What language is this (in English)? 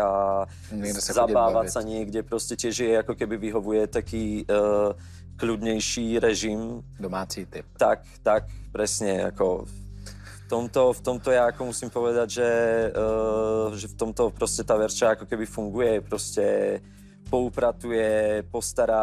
Czech